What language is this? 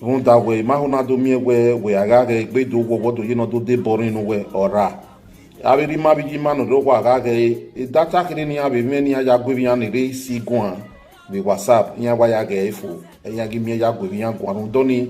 Bini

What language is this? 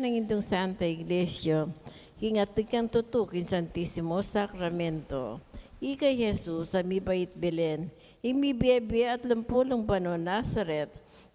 Pampanga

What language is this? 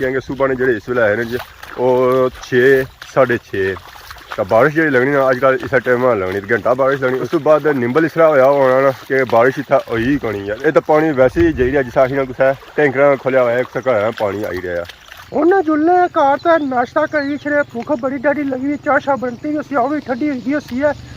Pahari-Potwari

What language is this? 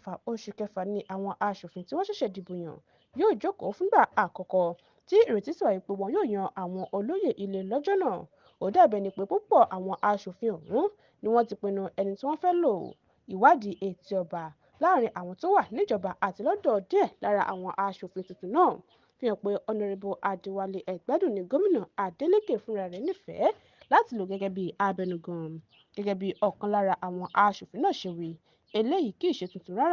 Yoruba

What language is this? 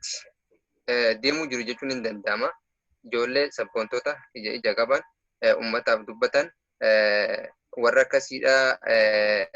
Oromo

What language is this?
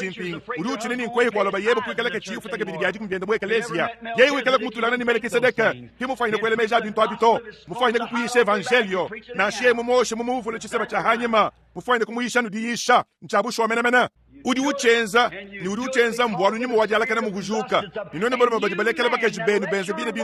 Luba-Lulua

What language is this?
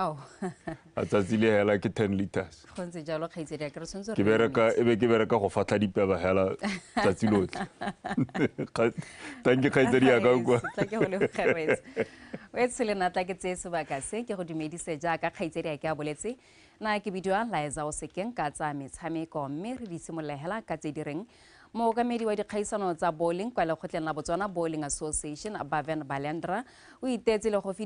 Tswana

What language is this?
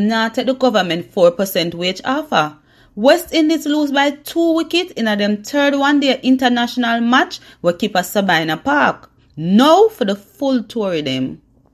Jamaican Creole English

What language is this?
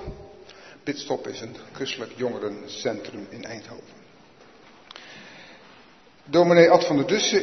Dutch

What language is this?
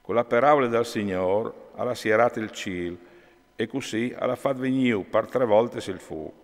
Friulian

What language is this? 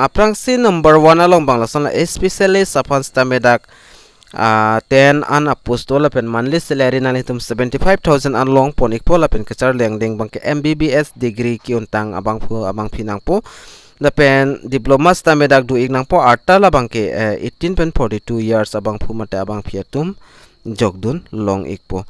Karbi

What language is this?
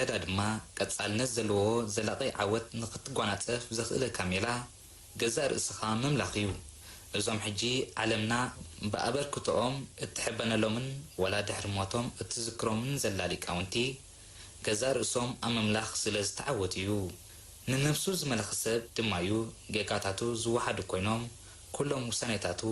Tigrinya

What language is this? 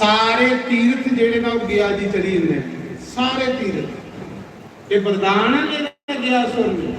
Dogri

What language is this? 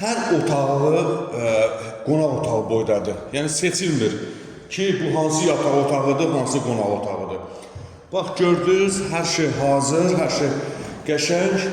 Azerbaijani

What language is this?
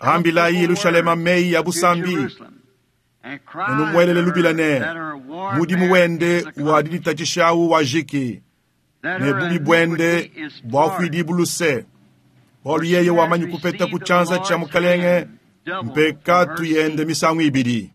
Luba-Lulua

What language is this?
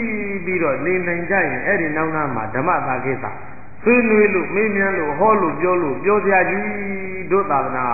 Burmese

